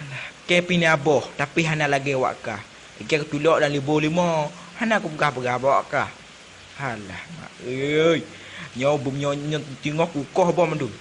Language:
Achinese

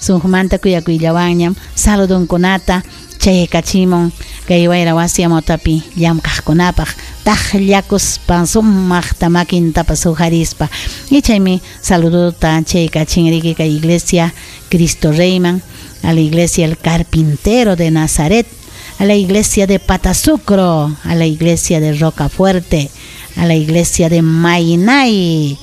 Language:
Ayacucho Quechua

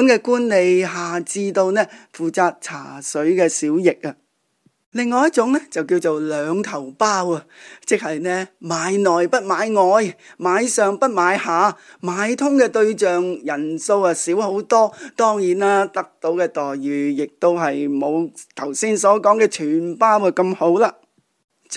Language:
Cantonese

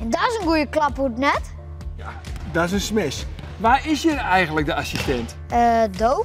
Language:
Western Frisian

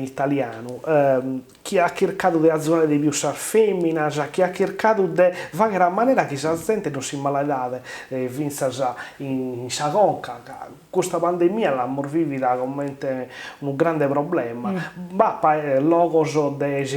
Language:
Sardinian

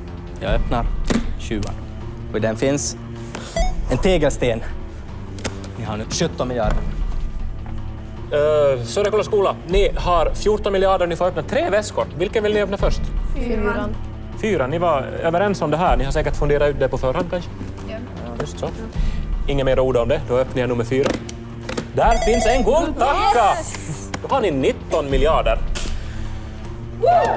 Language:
Swedish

